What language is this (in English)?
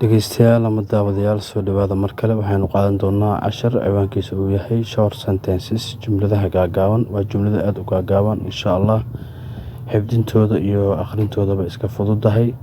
Somali